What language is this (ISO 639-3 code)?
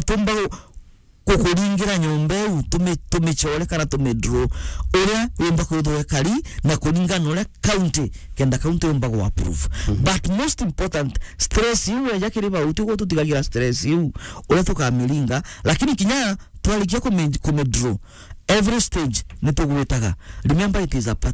mer